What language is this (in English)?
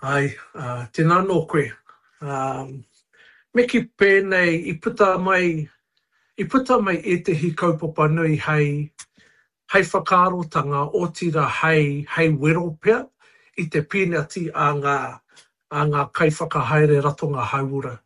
Māori